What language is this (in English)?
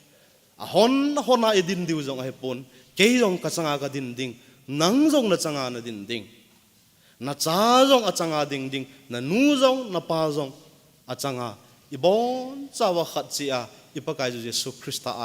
Thado Chin